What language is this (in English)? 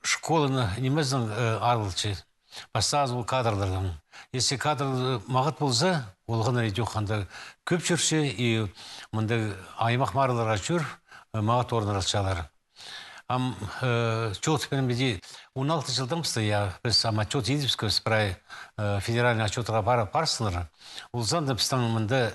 Khakas